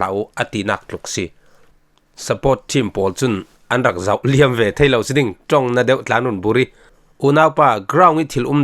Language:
Falam Chin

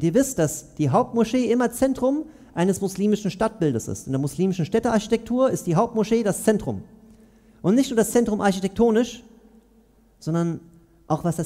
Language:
German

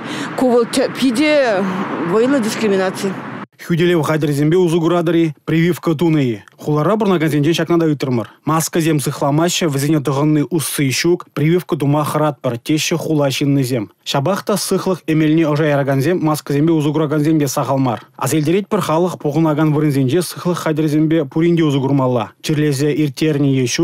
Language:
Chuvash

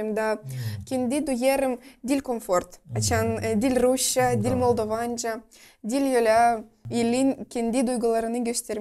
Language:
Gagauz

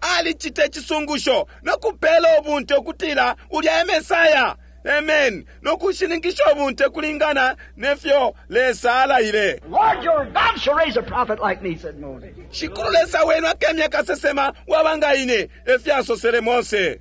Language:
Bemba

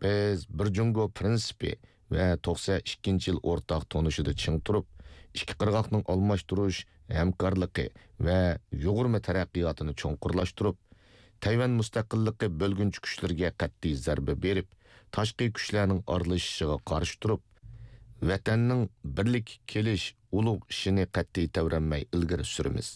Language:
Uyghur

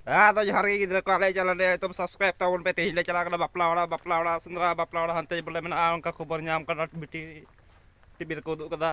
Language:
Santali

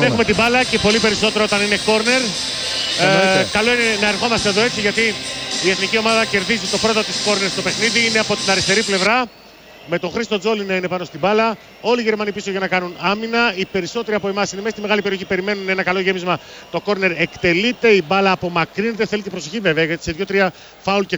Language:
Greek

